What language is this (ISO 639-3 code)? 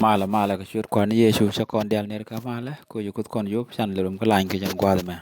nus